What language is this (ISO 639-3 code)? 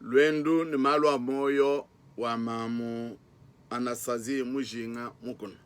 lua